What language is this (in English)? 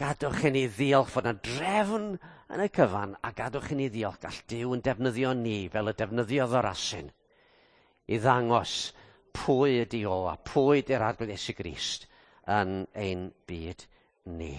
Welsh